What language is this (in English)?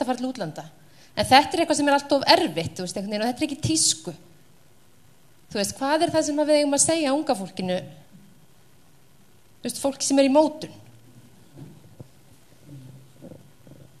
Icelandic